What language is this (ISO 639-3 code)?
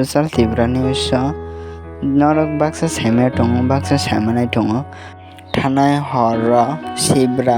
trp